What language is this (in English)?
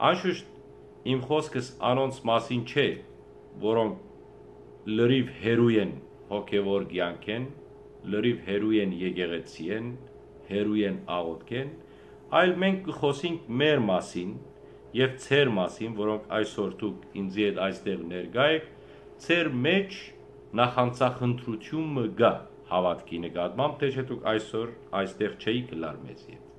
Western Armenian